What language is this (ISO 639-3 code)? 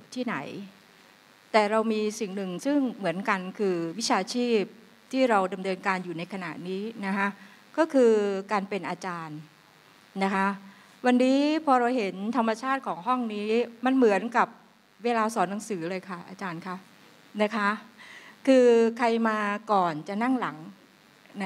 tha